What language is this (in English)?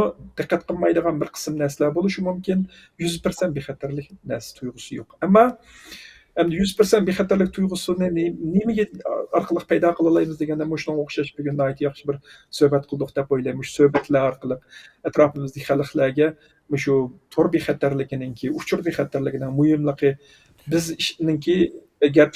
Uyghur